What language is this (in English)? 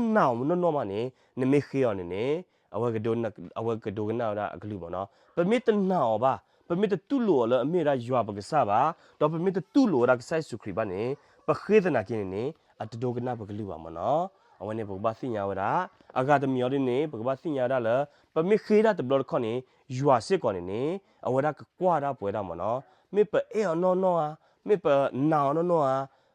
S'gaw Karen